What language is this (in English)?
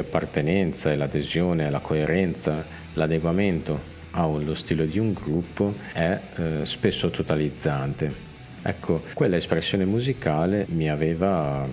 Italian